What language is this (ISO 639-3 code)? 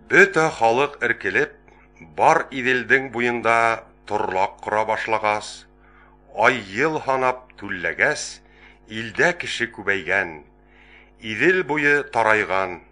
bak